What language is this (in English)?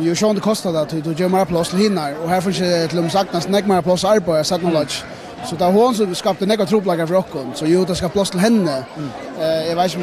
Faroese